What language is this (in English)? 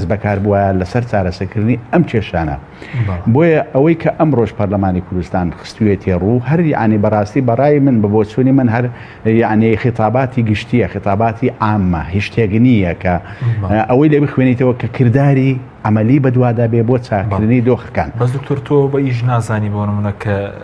Central Kurdish